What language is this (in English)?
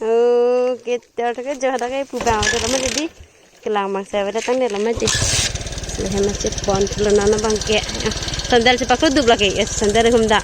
Karbi